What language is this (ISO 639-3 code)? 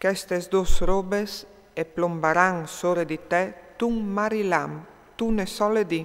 fur